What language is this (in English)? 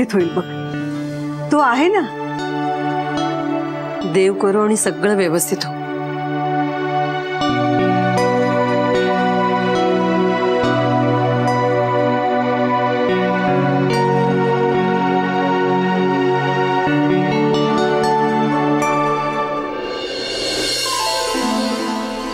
Marathi